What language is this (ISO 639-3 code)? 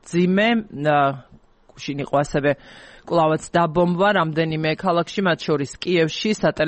kat